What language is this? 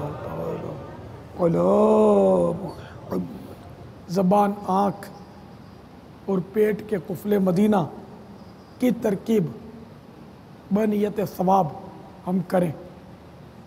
Urdu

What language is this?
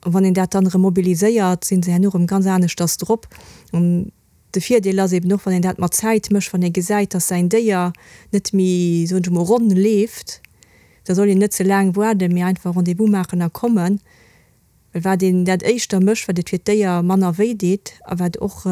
Luxembourgish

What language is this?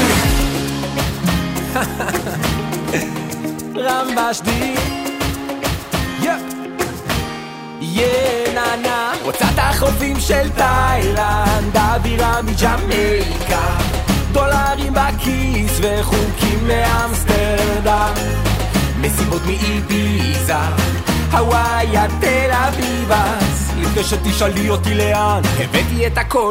Hebrew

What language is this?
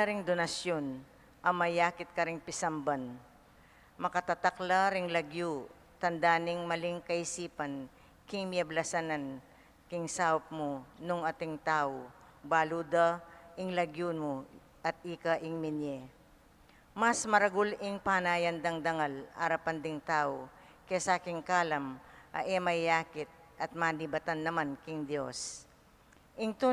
Pampanga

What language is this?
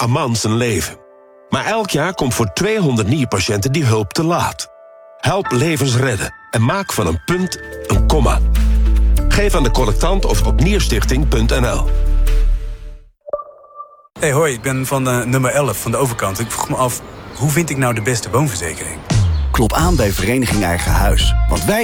Dutch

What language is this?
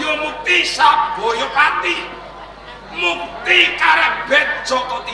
Javanese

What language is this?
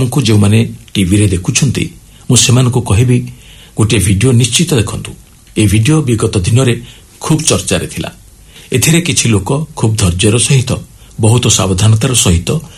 Odia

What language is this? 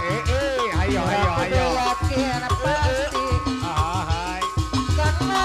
Sundanese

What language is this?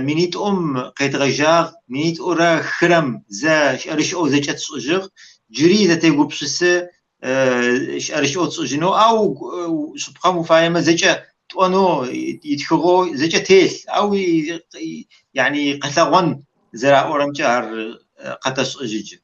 Kabardian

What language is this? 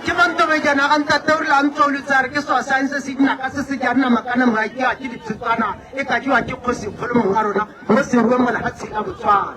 Tswana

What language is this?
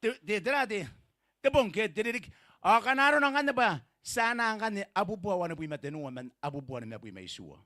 Gilbertese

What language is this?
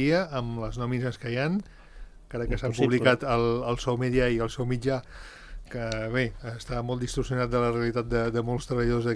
Catalan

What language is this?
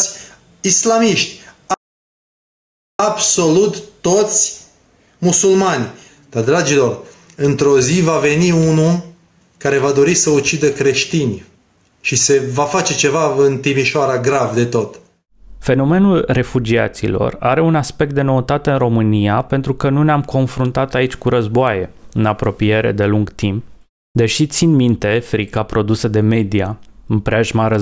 Romanian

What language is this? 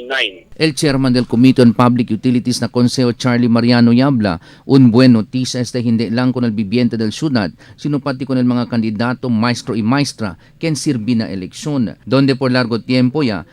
Chavacano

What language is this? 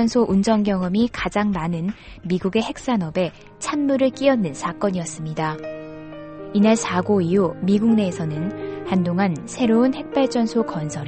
Korean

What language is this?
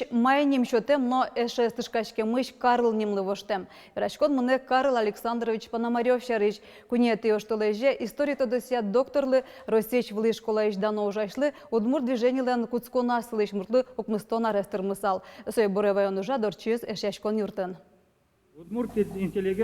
Udmurt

